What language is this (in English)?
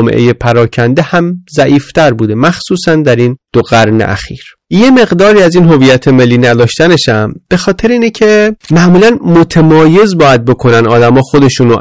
Persian